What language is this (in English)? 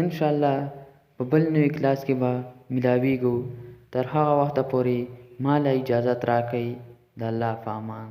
Pashto